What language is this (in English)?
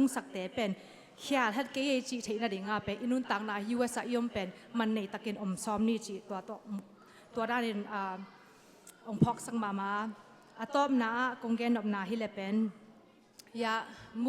Tedim Chin